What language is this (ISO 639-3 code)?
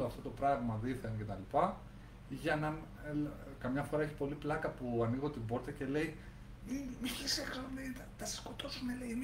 ell